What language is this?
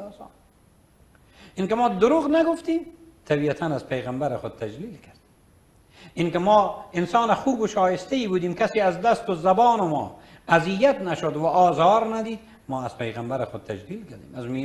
Persian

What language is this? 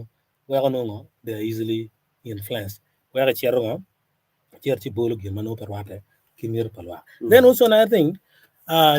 Acoli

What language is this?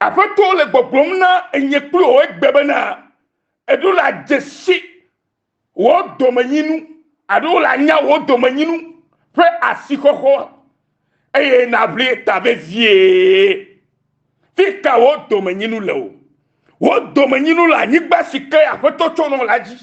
Ewe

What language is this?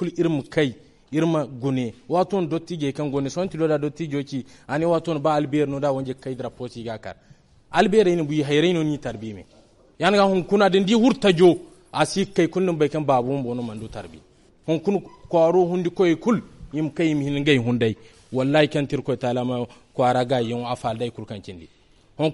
Zarma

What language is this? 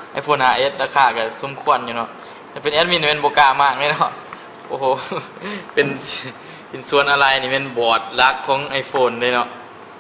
Lao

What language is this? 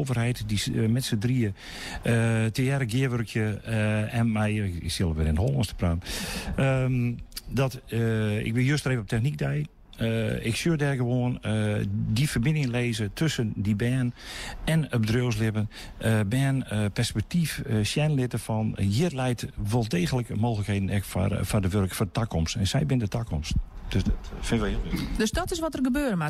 Western Frisian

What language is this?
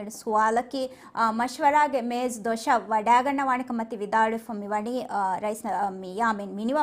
Divehi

